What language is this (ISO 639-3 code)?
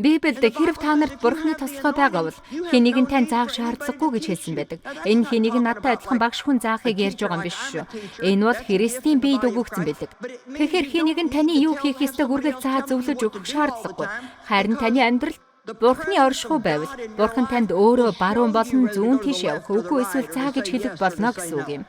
mon